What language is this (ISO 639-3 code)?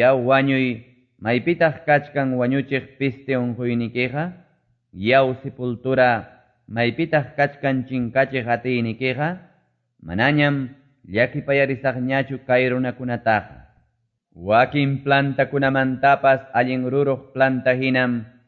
que